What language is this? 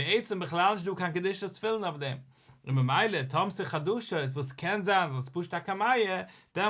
Yiddish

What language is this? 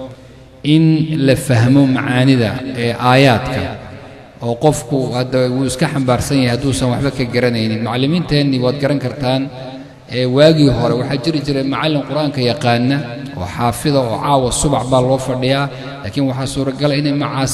Somali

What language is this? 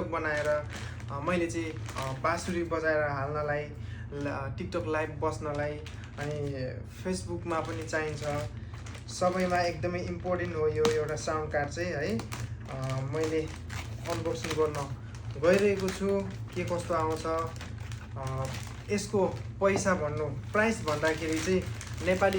Nepali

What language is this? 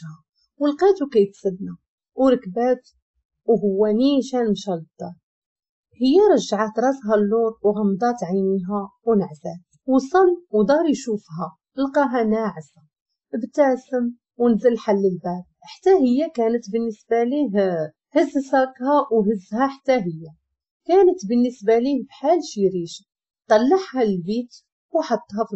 Moroccan Arabic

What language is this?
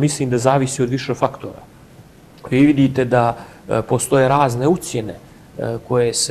Bosnian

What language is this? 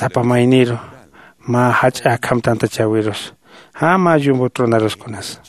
Aymara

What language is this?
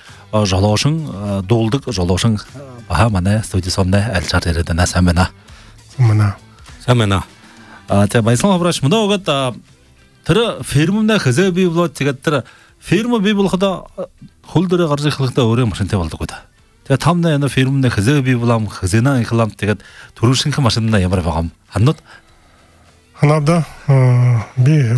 Buriat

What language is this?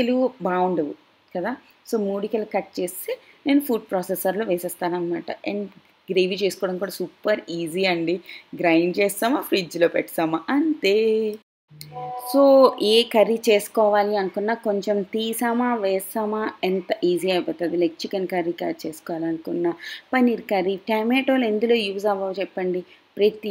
Telugu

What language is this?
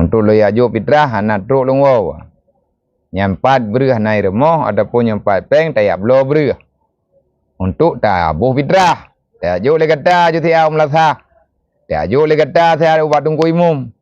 Achinese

